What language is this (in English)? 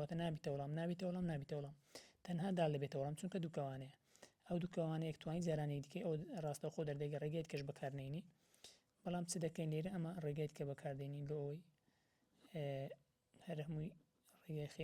Central Kurdish